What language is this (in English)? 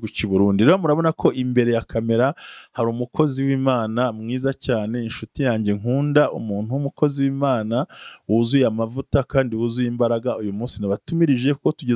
Kinyarwanda